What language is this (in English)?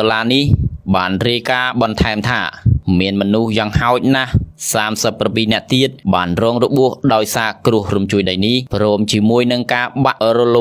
Khmer